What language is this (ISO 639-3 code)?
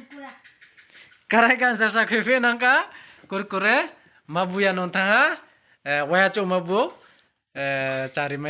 ria